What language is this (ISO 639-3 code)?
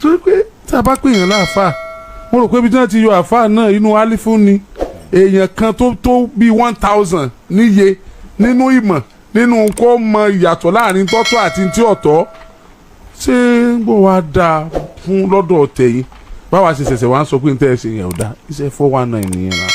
yor